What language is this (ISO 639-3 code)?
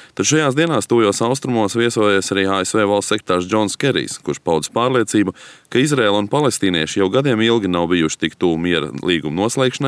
lav